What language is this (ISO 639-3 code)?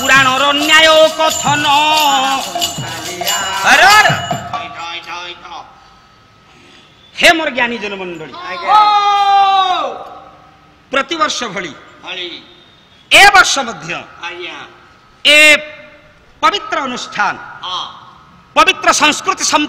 ori